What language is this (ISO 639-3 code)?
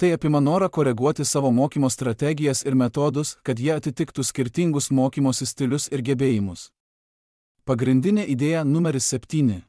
lit